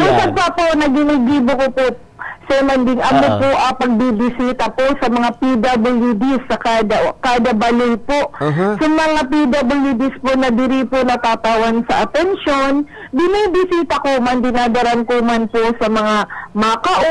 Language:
Bikol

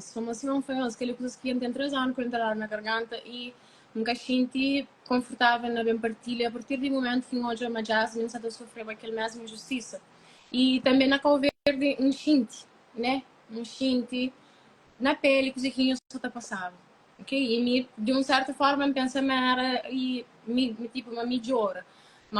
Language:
Kabuverdianu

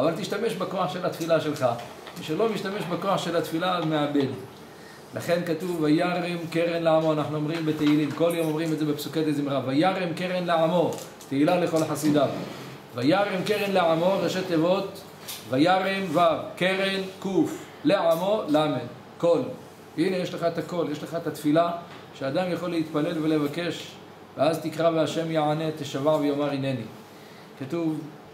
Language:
Hebrew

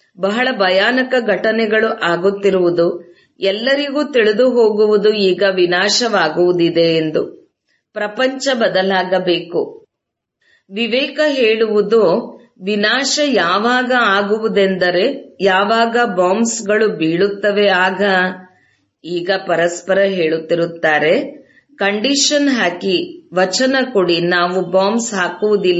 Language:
Kannada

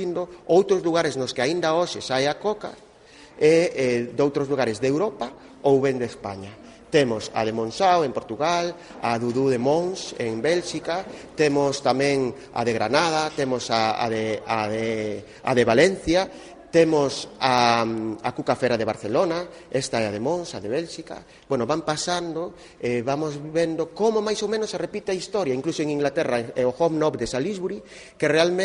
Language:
Galician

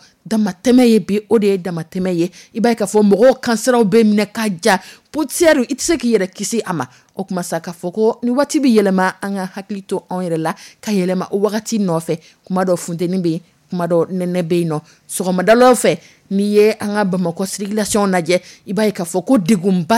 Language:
Dyula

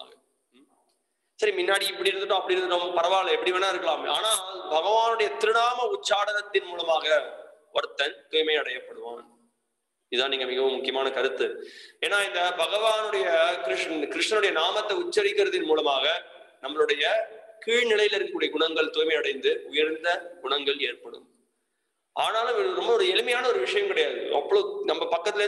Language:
Tamil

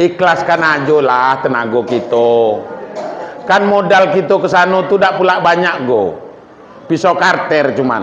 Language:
Minangkabau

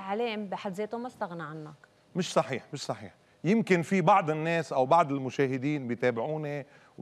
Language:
North Levantine Arabic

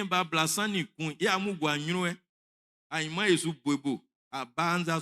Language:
Baoulé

